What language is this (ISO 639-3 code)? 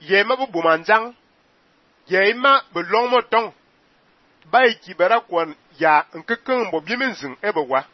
fan